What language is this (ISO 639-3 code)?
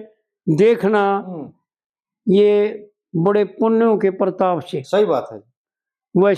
bgc